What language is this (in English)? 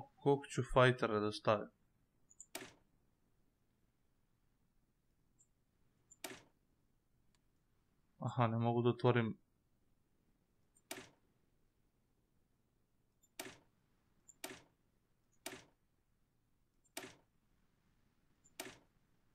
Serbian